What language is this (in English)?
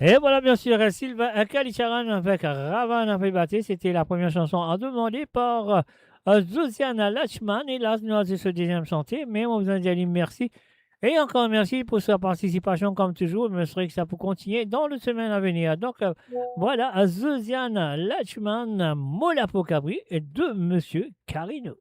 Morisyen